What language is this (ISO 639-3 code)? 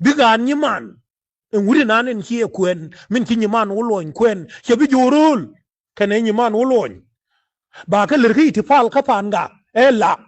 nus